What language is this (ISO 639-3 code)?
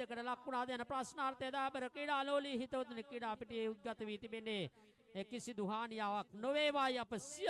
sin